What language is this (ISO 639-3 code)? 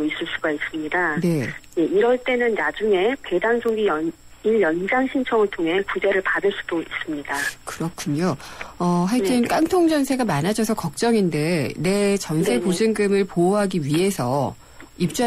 kor